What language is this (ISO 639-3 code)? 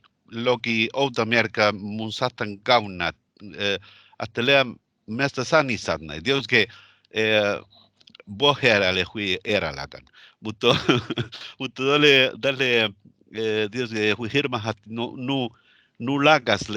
sme